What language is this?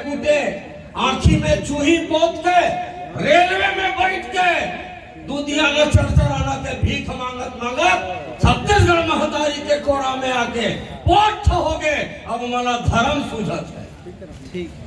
Chhattisgarhi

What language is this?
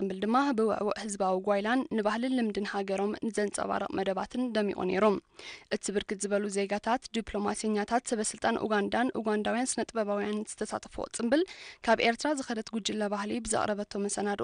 Tigrinya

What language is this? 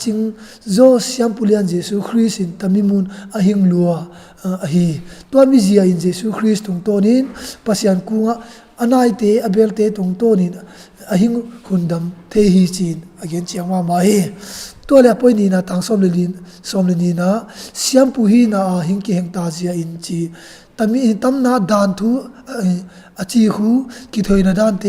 Tedim Chin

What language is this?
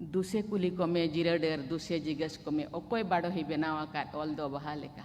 Santali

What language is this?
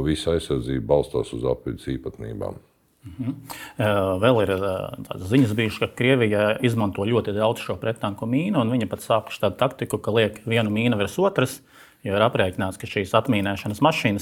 Latvian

